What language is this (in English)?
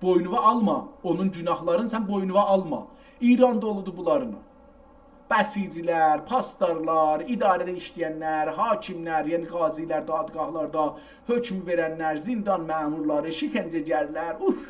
South Azerbaijani